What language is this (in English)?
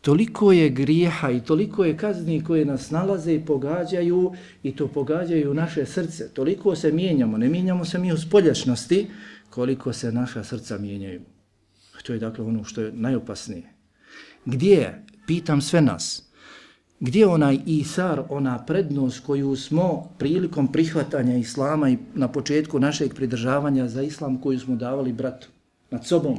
Bosnian